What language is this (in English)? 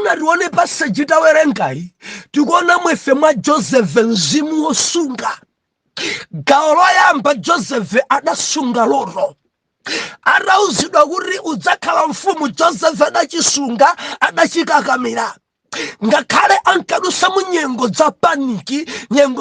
Nyanja